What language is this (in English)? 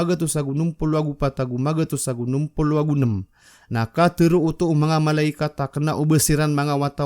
Maranao